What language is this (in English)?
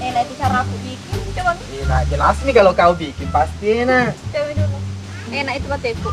Buginese